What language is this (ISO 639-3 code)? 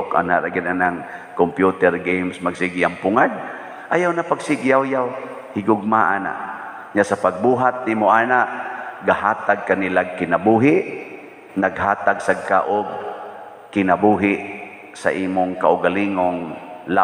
ceb